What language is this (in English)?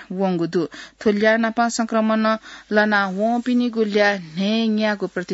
Newari